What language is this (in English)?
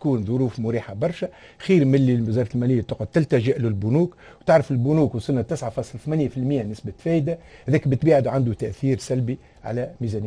Tunisian Arabic